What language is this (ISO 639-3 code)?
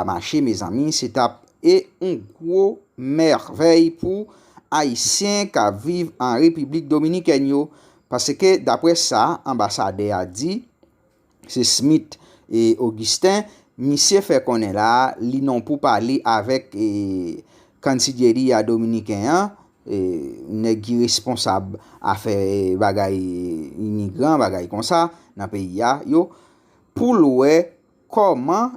hat